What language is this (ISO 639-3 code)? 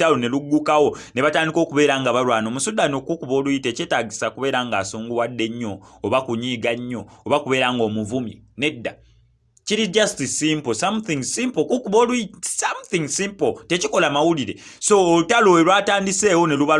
lug